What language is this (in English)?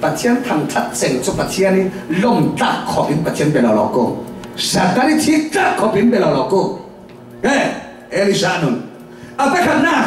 Falam Chin